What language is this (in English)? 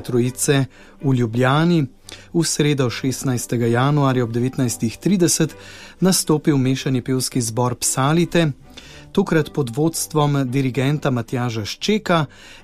Slovenian